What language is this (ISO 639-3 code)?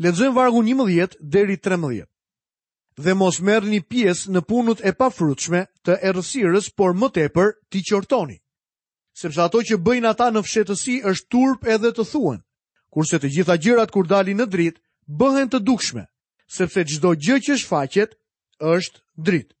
sqi